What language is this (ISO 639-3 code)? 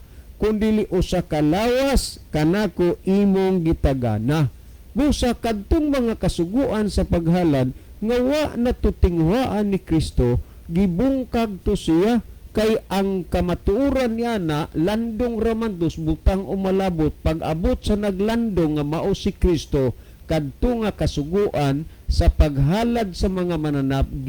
ceb